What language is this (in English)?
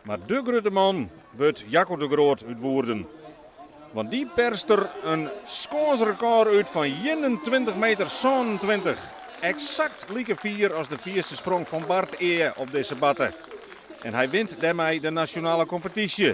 Western Frisian